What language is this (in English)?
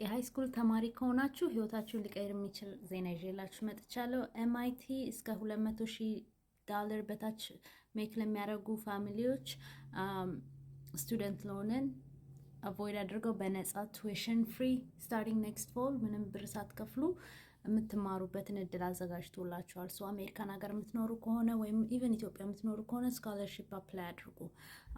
Amharic